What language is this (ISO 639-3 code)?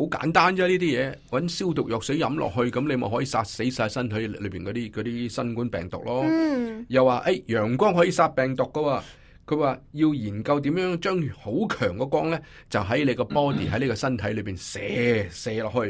yue